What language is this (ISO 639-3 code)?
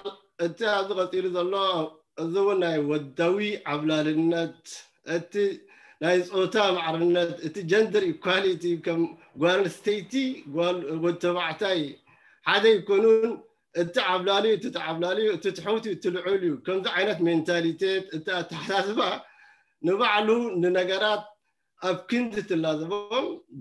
tir